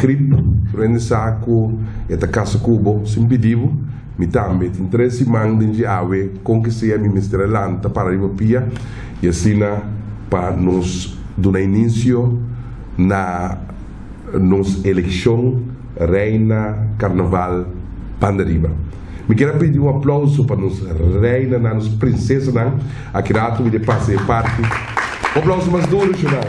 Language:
Papiamento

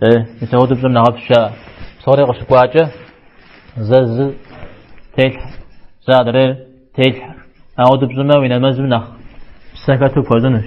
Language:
Kabardian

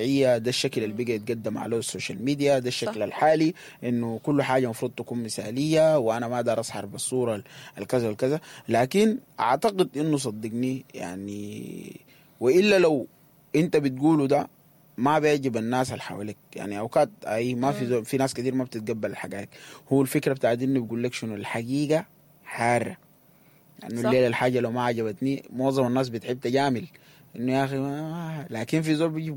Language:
Sudanese Arabic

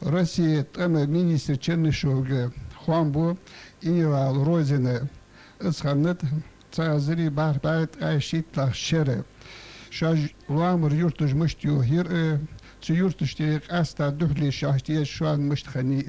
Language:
Ingush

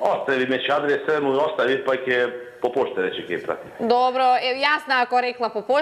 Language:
Macedonian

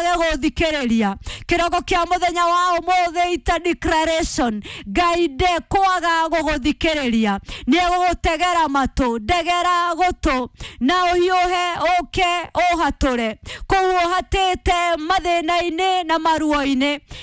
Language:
Kikuyu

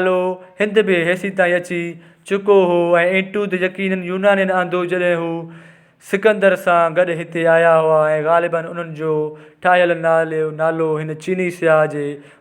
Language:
Sindhi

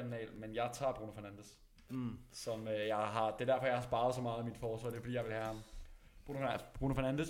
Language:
Danish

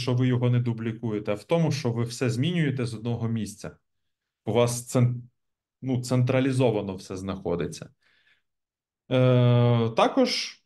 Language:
Ukrainian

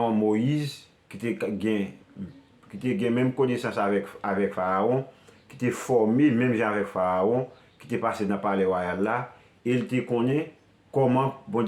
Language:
Haitian Creole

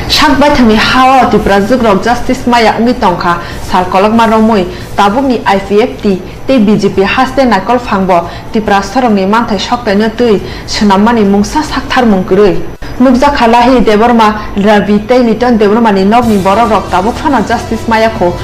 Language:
Kok Borok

